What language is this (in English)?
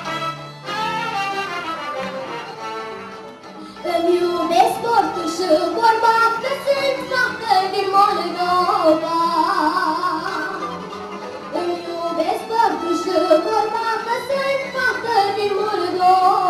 Romanian